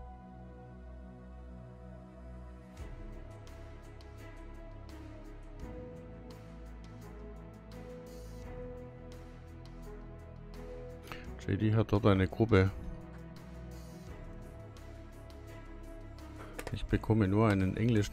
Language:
German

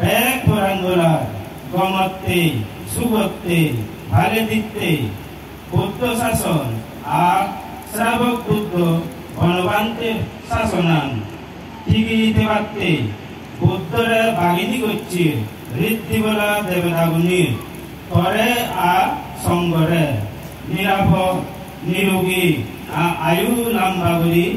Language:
Chakma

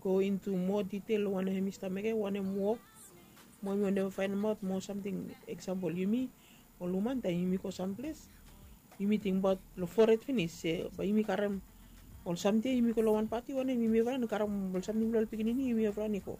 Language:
Bislama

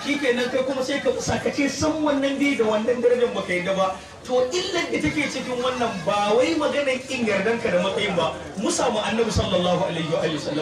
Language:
Hausa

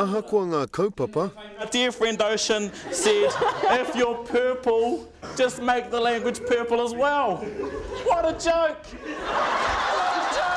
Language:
Māori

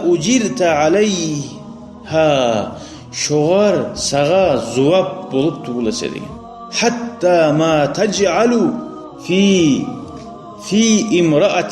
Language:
Kumyk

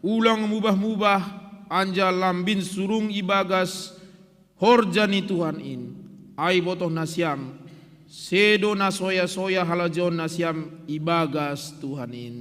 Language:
Batak Simalungun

